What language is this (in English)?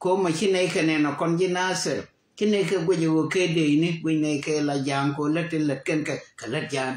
Nuer